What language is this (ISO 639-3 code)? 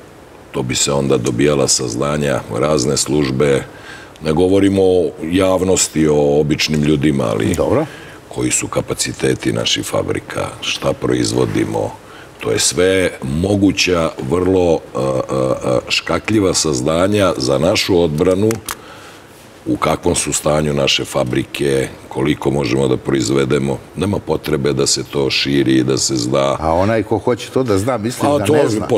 srp